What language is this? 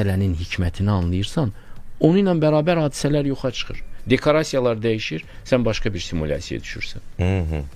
Azerbaijani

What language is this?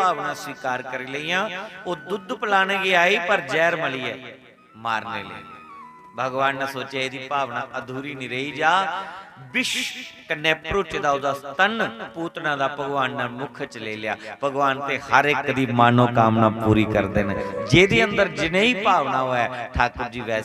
Dogri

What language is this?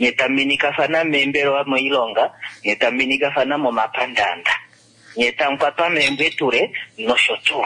Kuanyama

